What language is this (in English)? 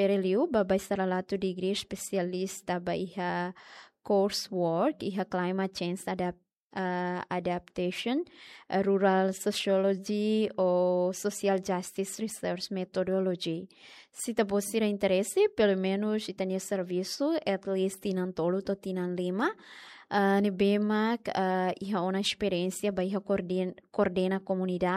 Tetum